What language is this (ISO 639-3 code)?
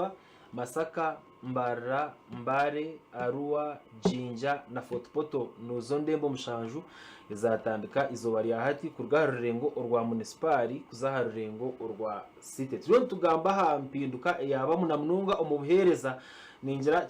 nyn